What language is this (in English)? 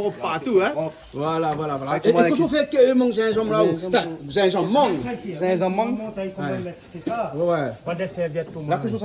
Réunion Creole French